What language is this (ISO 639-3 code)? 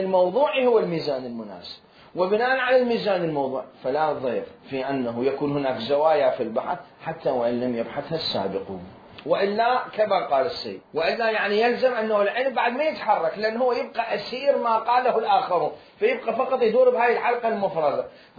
acm